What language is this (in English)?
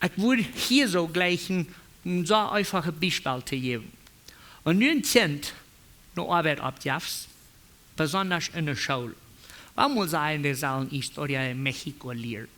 Plautdietsch